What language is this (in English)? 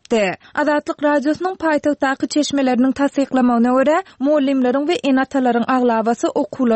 Turkmen